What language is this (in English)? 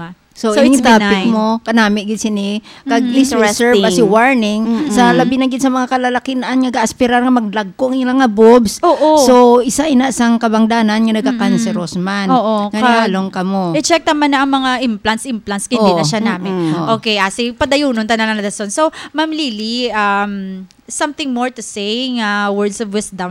Hiligaynon